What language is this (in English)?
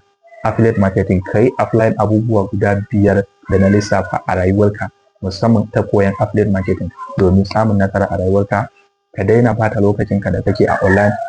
Hausa